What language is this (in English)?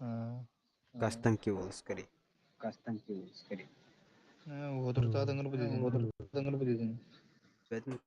Yakut